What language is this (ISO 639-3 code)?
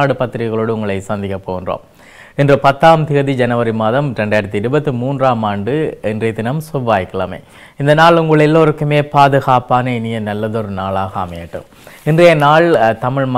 tam